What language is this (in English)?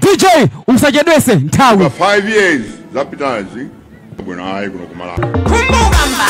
Nyanja